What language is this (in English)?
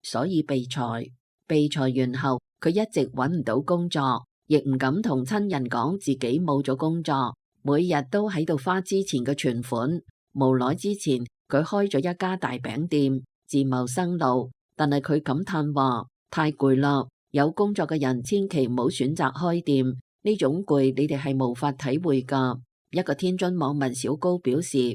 Cantonese